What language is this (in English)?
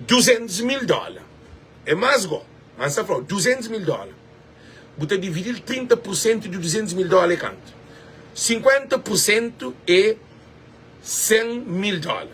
Kabuverdianu